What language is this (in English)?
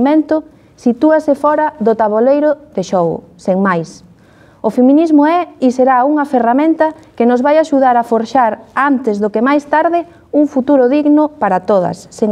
Galician